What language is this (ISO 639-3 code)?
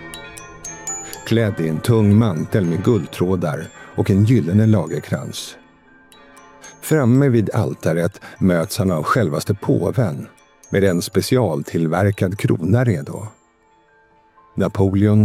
swe